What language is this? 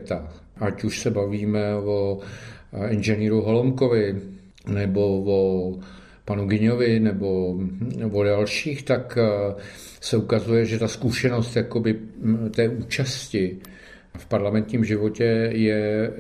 Czech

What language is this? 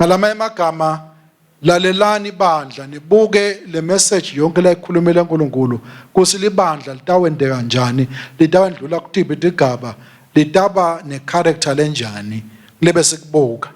Swati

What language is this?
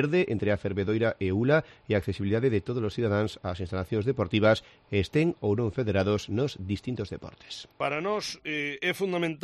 Galician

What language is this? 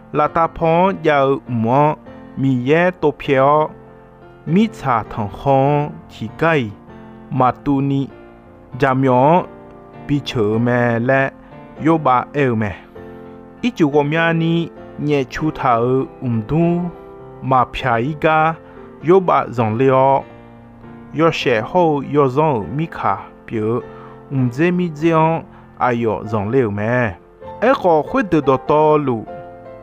Akha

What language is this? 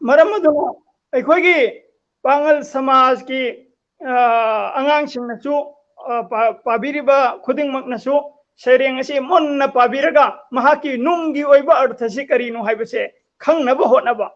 Manipuri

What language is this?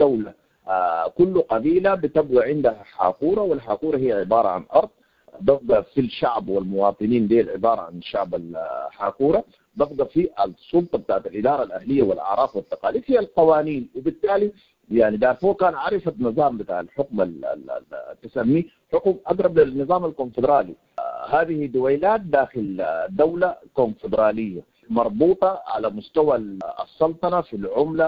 Sudanese Arabic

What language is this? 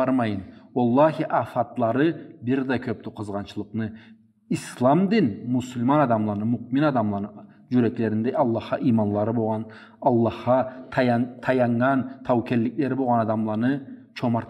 Karachay-Balkar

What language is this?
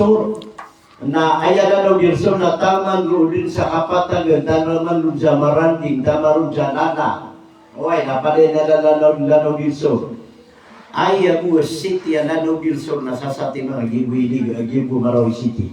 Maranao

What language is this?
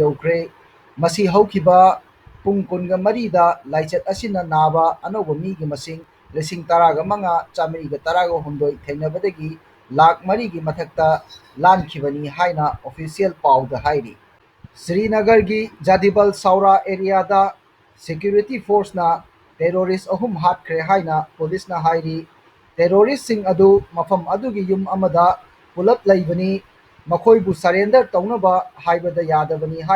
Manipuri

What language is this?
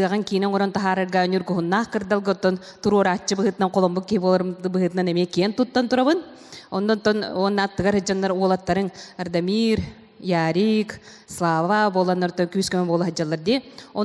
Yakut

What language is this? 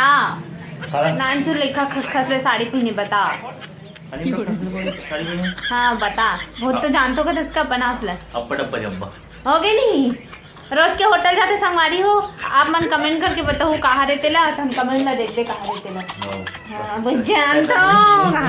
Chhattisgarhi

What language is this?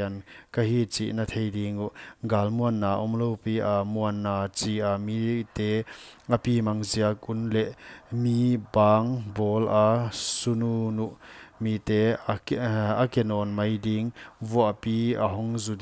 Paite Chin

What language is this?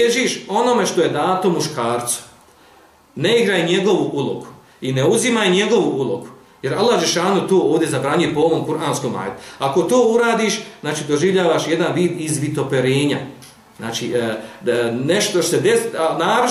Bosnian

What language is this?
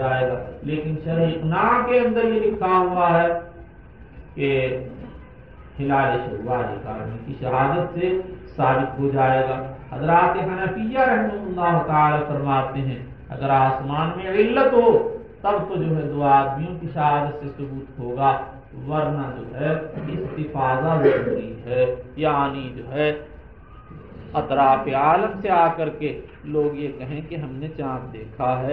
Urdu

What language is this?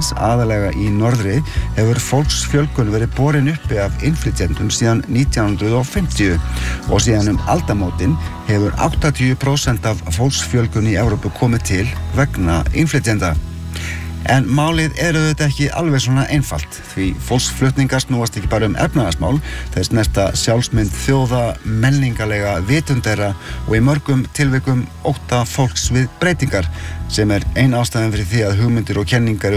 Icelandic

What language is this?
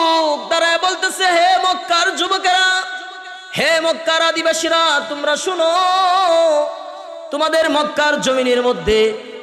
Bangla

